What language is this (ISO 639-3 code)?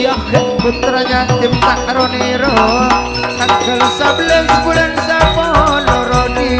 mad